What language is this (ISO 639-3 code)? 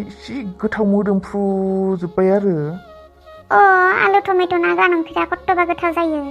brx